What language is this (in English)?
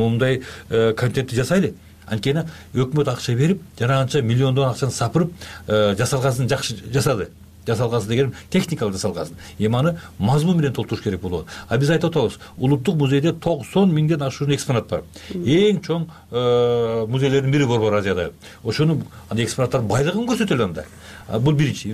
Kyrgyz